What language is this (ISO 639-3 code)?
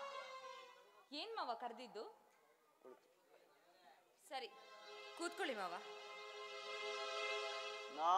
kan